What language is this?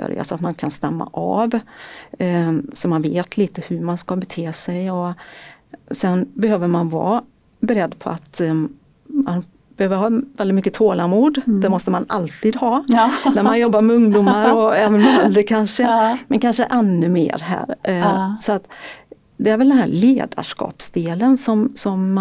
Swedish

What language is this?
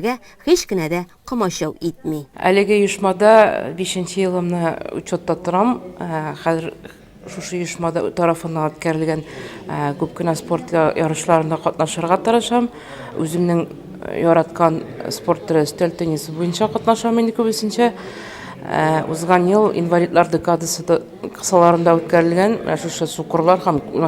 Tatar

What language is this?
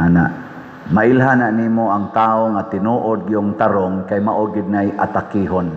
Cebuano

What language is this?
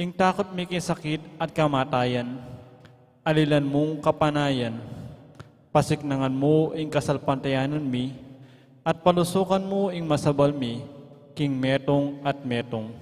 Pampanga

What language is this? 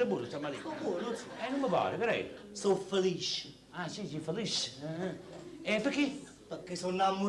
Neapolitan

